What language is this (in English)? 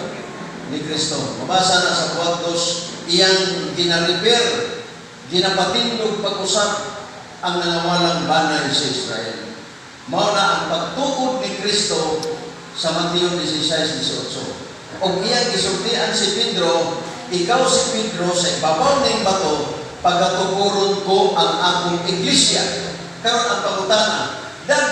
Cebuano